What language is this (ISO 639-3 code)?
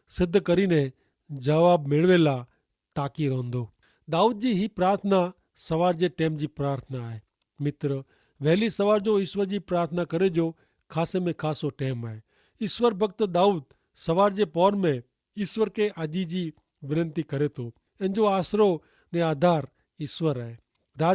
kfr